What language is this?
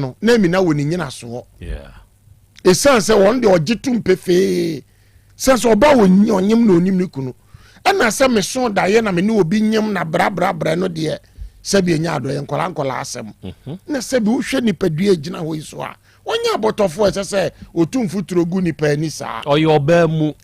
Akan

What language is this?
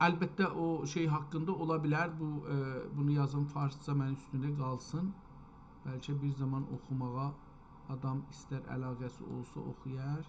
South Azerbaijani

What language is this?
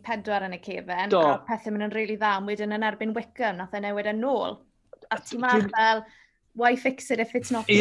Welsh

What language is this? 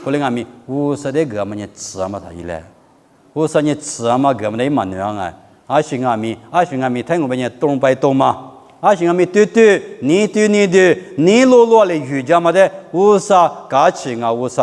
Lisu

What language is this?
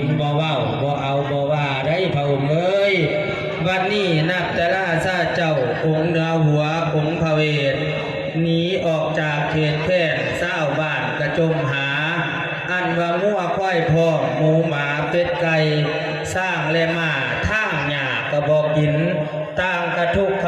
Northeastern Thai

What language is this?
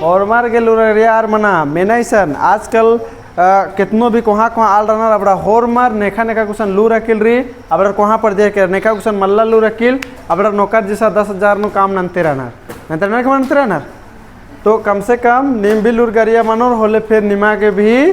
Kurukh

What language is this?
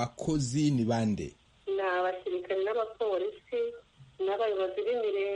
Kinyarwanda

